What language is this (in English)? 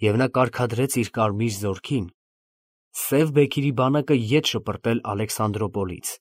Armenian